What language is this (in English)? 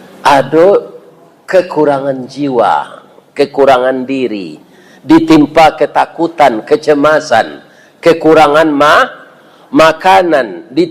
Minangkabau